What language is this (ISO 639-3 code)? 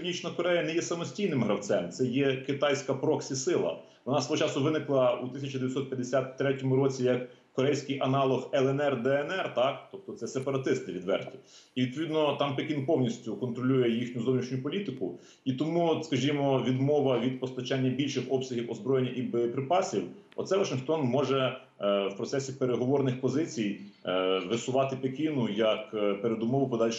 ukr